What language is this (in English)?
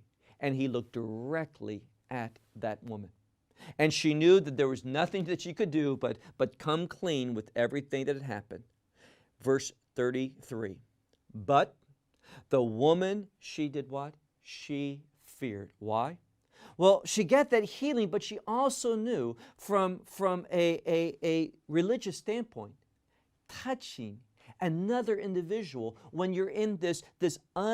English